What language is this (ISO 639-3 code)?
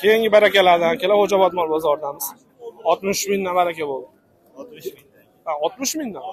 uzb